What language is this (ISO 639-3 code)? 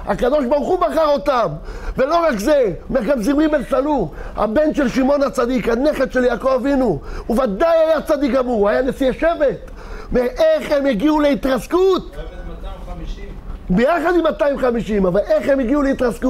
heb